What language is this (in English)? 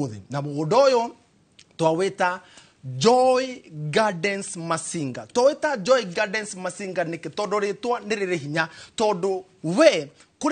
Kikuyu